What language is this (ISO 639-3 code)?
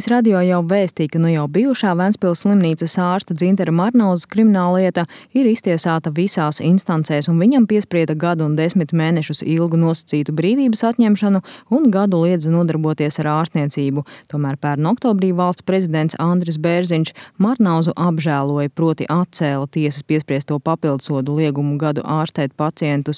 lav